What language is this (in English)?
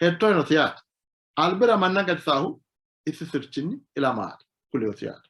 Sidamo